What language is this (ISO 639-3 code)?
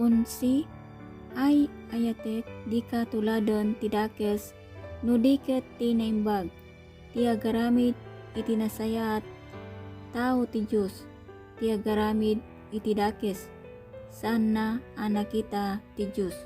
ilo